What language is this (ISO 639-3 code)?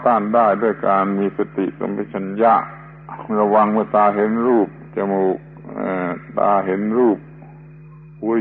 tha